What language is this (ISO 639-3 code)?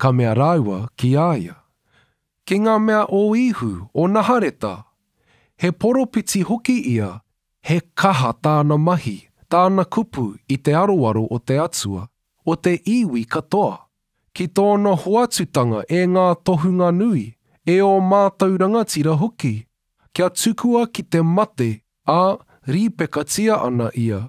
mri